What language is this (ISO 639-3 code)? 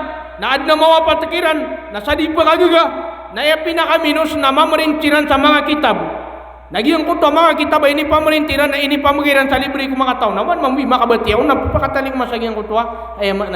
mrw